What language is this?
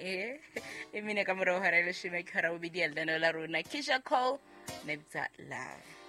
Southern Sotho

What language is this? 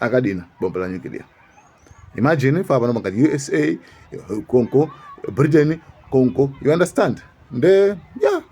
Nyanja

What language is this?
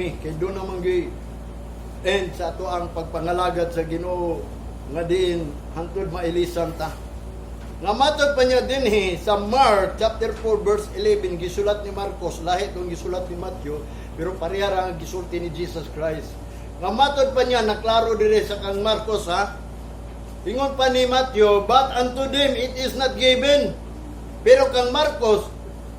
Cebuano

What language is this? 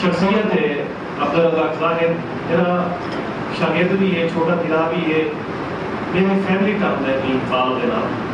Saraiki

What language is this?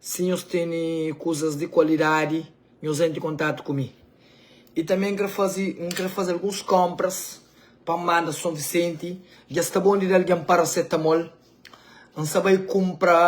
Kabuverdianu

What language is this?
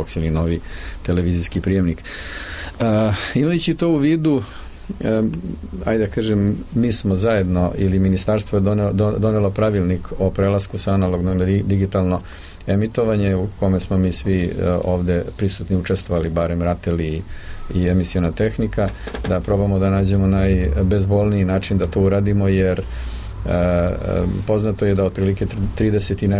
Serbian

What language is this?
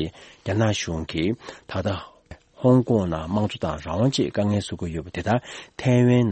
Tibetan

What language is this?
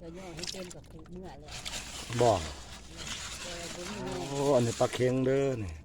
Lao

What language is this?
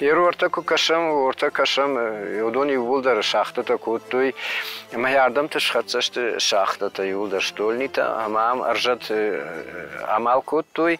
Ossetic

